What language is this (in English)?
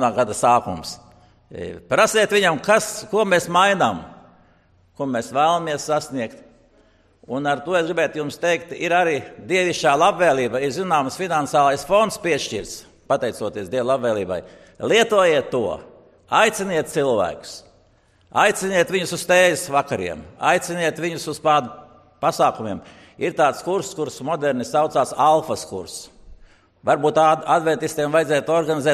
Latvian